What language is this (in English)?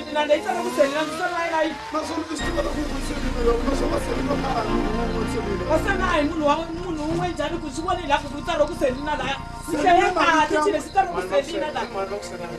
Tsonga